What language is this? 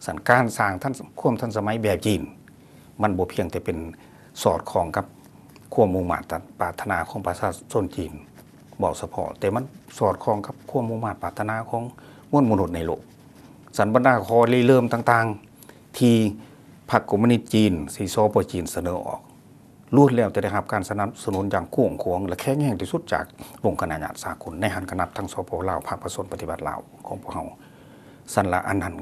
Lao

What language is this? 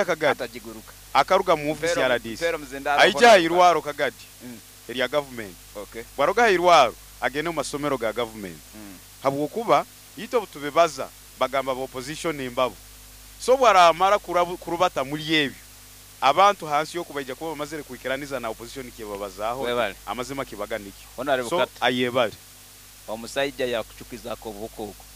Nyoro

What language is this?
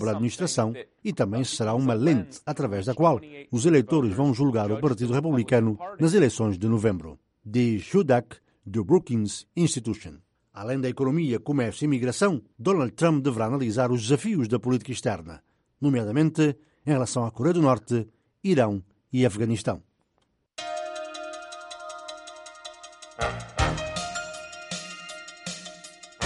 Portuguese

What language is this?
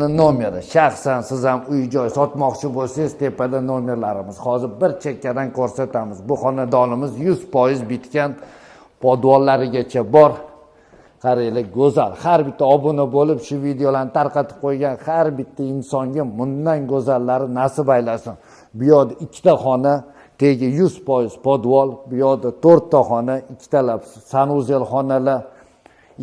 Uzbek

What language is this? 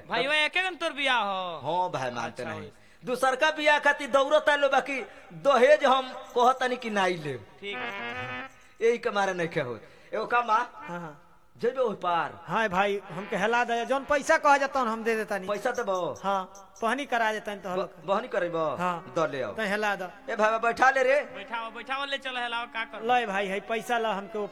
Bhojpuri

